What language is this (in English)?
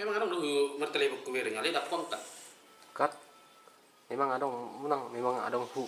Batak Toba